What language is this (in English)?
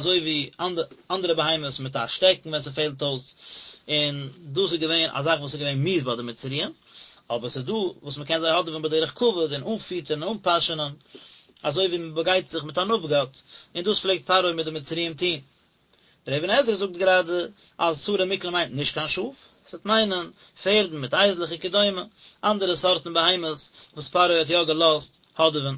Yiddish